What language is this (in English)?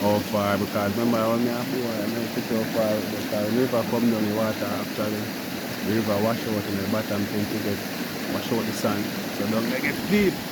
Jamaican Creole English